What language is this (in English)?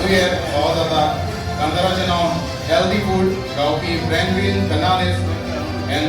Konkani